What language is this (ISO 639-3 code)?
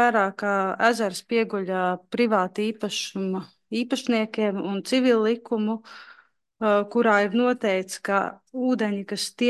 lav